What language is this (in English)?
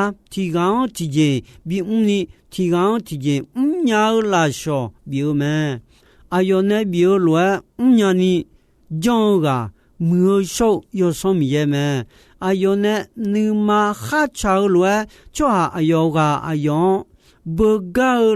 Akha